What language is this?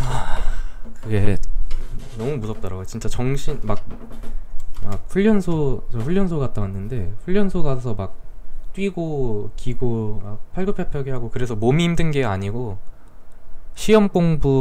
Korean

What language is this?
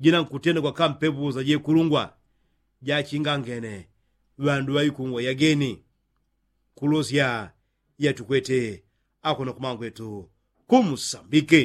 Yao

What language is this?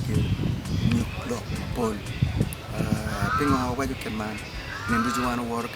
Acoli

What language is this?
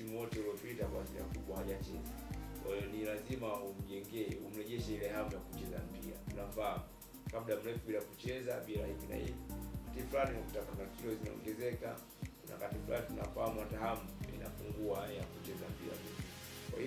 Swahili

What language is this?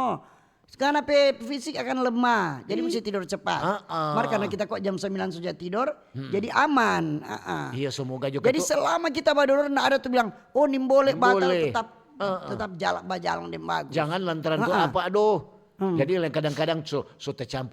Manado Malay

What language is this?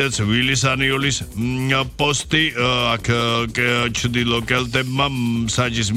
Georgian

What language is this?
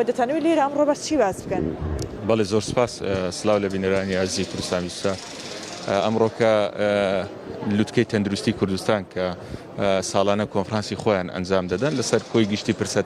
Central Kurdish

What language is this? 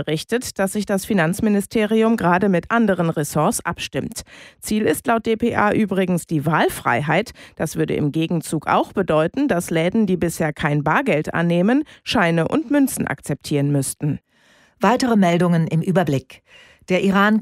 German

